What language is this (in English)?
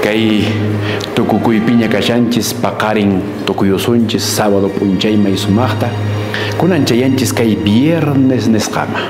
Quechua